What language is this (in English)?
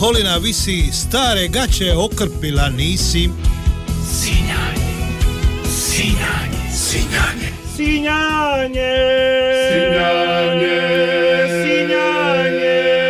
Croatian